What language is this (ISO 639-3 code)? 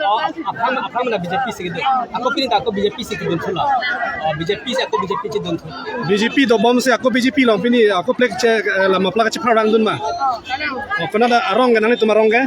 mjw